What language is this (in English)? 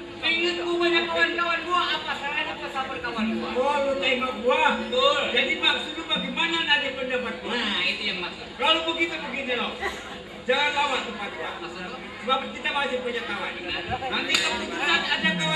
Betawi